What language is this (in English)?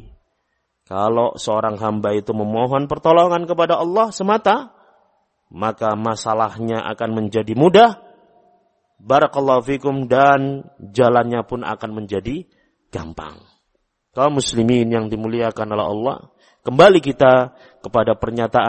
Indonesian